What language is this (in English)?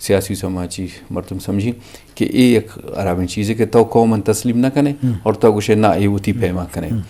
Eastern Balochi